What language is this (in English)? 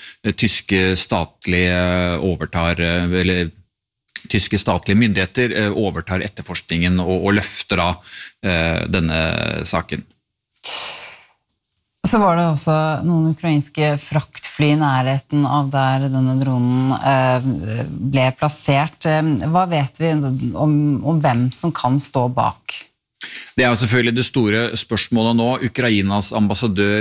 Norwegian